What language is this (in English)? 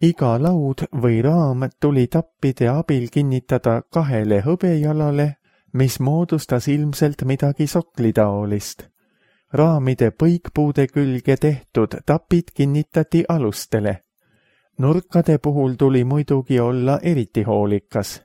Estonian